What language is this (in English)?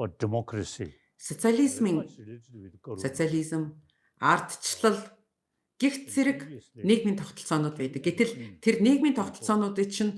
Mongolian